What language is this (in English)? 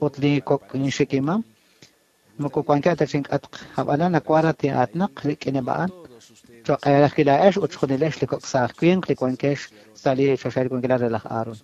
Kekchí